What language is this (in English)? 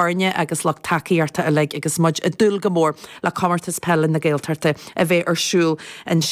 Irish